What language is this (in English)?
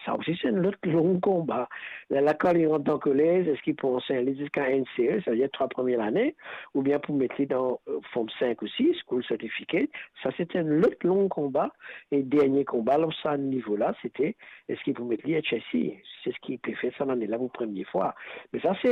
Morisyen